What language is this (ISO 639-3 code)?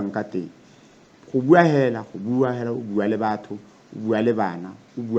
tsn